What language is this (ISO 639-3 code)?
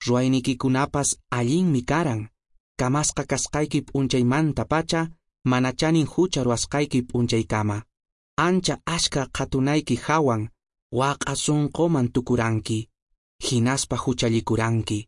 que